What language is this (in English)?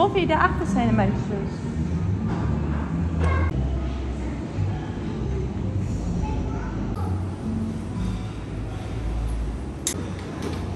Dutch